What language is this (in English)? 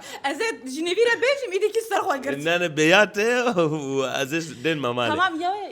Kurdish